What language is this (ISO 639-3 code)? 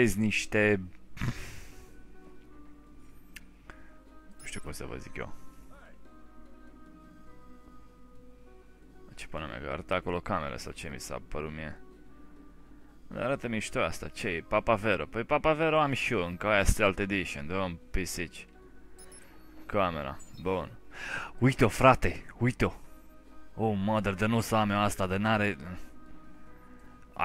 ron